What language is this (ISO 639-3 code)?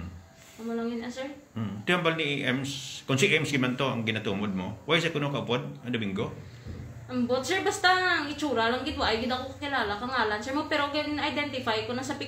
hil